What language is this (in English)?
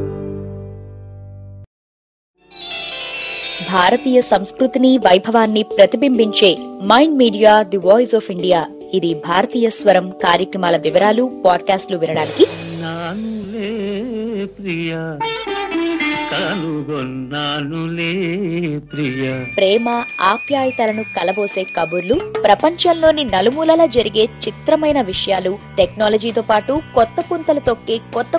Telugu